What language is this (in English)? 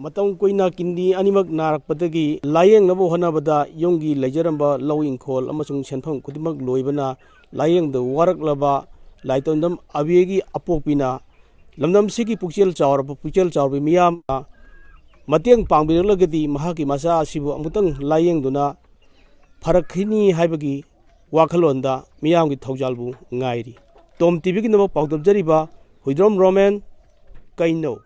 Manipuri